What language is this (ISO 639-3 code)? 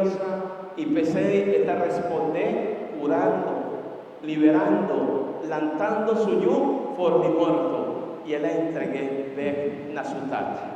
pap